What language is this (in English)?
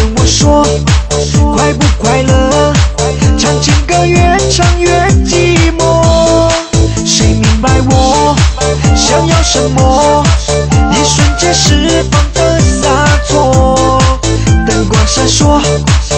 Chinese